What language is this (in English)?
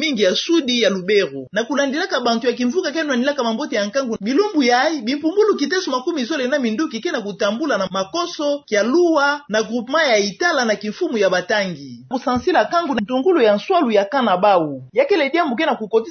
Kituba (Democratic Republic of Congo)